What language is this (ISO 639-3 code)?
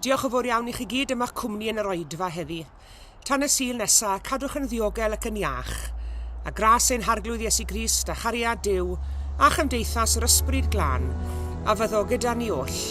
cym